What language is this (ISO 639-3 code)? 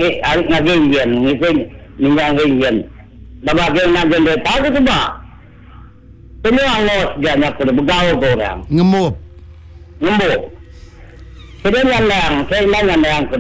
iba